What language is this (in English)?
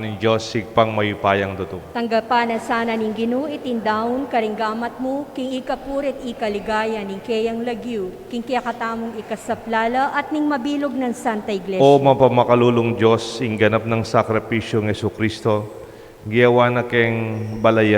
Pampanga